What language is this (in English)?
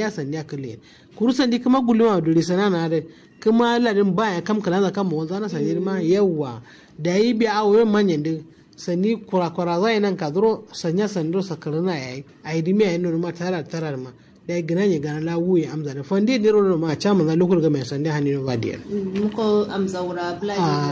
Kanuri